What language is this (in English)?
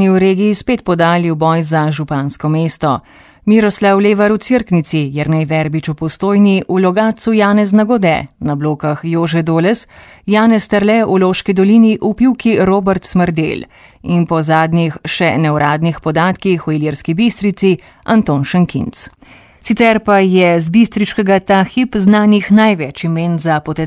Slovenian